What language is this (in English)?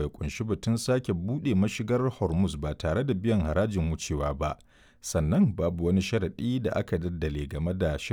Hausa